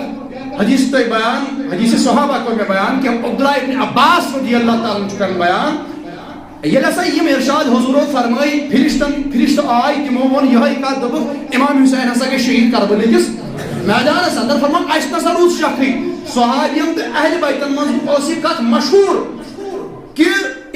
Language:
Kashmiri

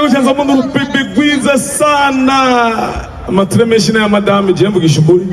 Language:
Rundi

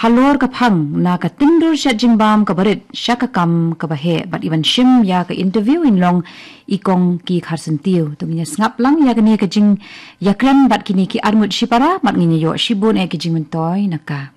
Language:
Khasi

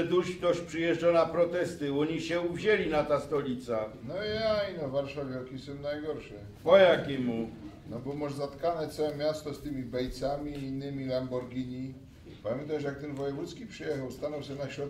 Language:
Silesian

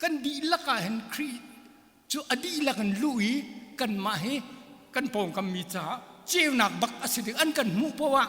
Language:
Hakha Chin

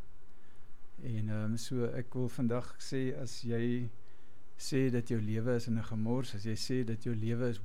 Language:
Afrikaans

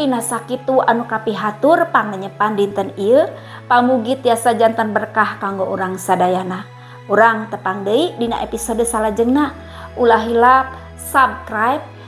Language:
Sundanese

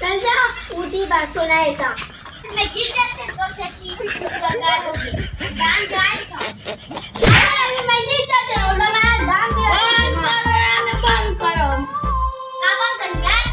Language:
Chhattisgarhi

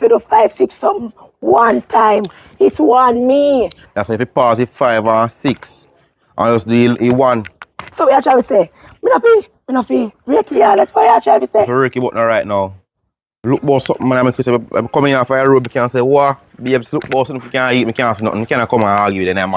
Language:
Jamaican Creole English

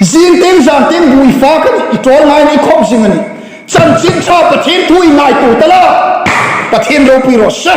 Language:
Hmar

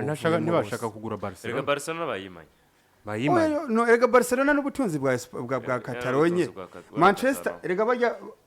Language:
Rundi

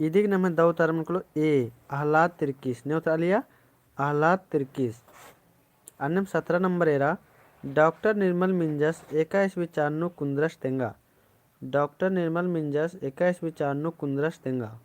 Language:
Kurukh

